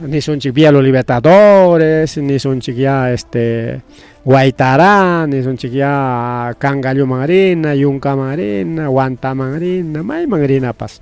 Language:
Ayacucho Quechua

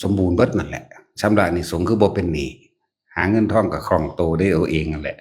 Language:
Lao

